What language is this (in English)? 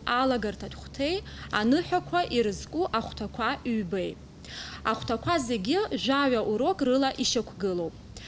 Abkhazian